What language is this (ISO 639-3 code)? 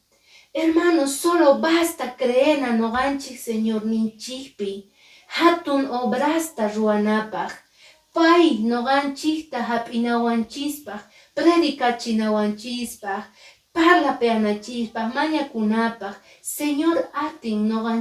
que